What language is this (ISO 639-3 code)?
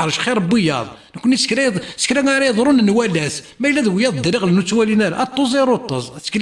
kab